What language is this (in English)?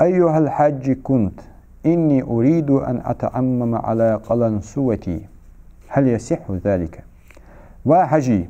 Ingush